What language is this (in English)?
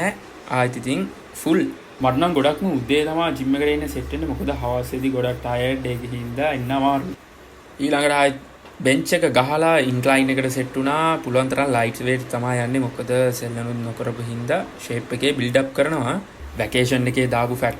Sinhala